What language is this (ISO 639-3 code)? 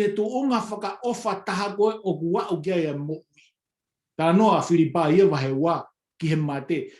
ton